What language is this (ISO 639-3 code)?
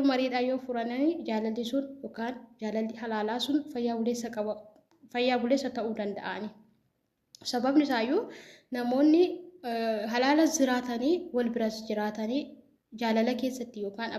orm